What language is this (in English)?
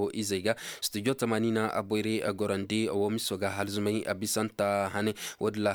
Zarma